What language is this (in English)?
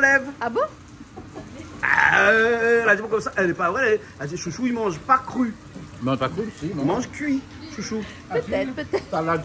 Réunion Creole French